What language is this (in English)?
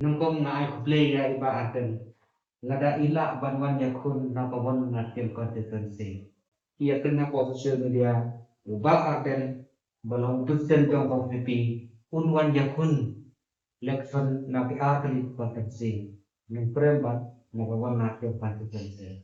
Khasi